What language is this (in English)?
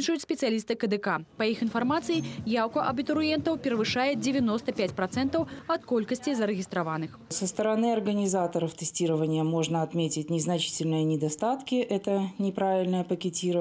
Belarusian